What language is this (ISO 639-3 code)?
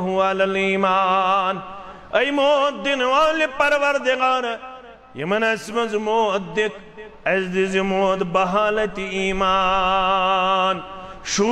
kas